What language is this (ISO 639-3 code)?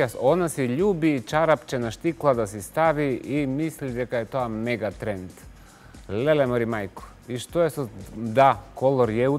mkd